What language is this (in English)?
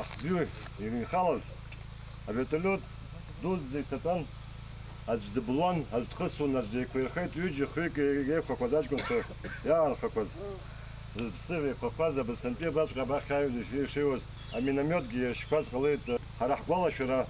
Abkhazian